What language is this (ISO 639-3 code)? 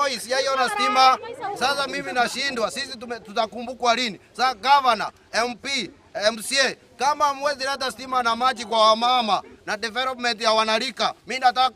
guz